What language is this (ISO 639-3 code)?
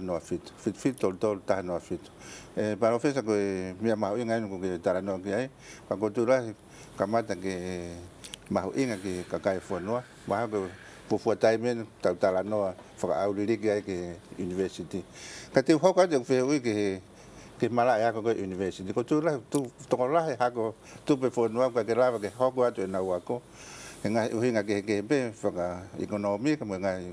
ton